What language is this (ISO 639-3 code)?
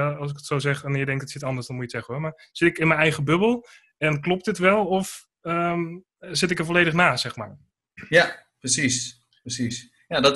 nld